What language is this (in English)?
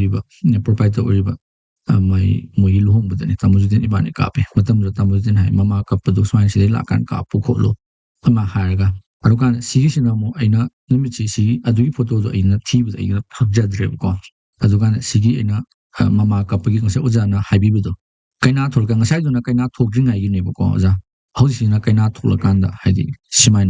Manipuri